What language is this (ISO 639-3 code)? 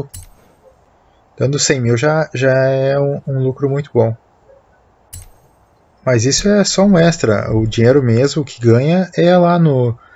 por